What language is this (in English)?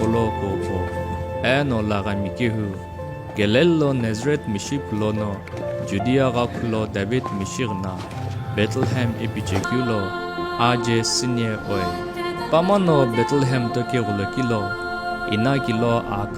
Sumi Naga